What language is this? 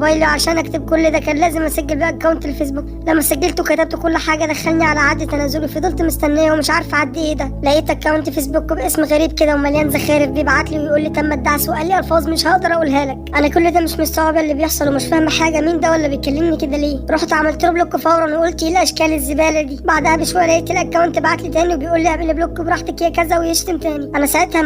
Egyptian Arabic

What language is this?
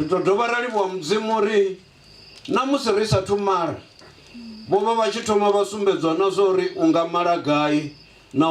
Venda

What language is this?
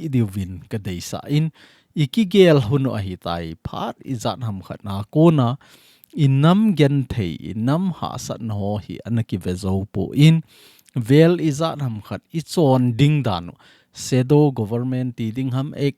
Thado Chin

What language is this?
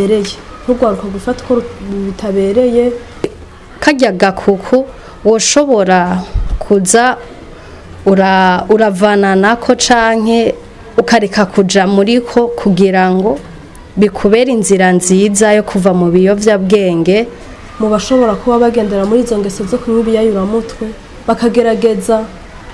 Rundi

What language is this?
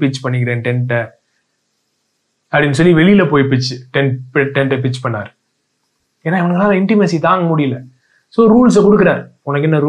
Tamil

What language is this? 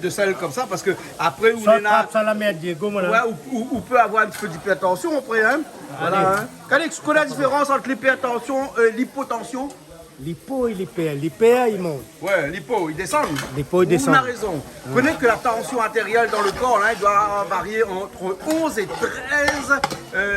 Réunion Creole French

